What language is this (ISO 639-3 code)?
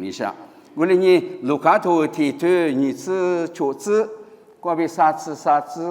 lis